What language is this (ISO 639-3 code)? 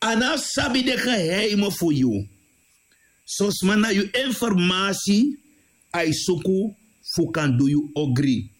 srn